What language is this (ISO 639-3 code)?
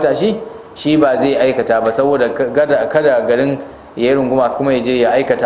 hau